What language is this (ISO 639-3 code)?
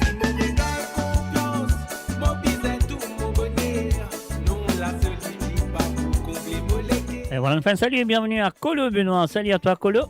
mfe